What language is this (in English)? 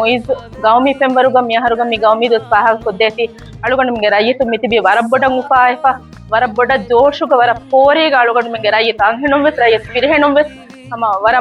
Divehi